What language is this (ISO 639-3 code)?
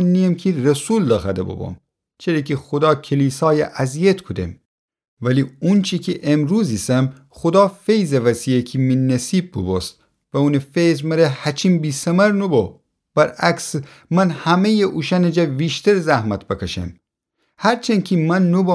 glk